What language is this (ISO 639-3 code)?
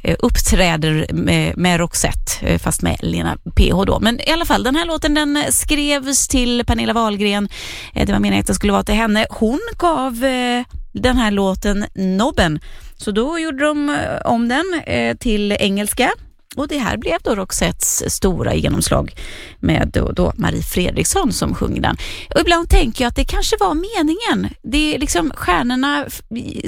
swe